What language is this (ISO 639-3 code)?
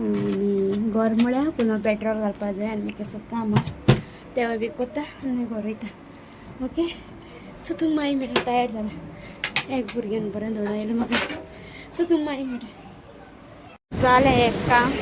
kok